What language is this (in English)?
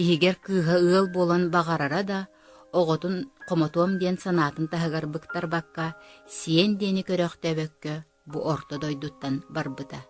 Yakut